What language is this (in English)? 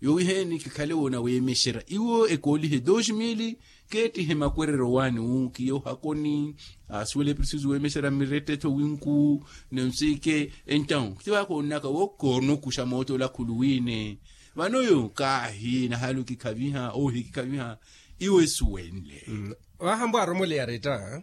Makhuwa